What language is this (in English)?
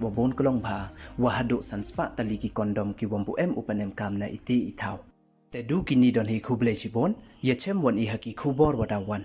Pnar